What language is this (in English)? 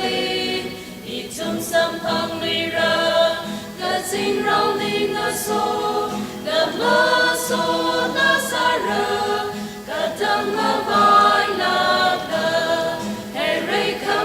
Tangkhul Naga (India)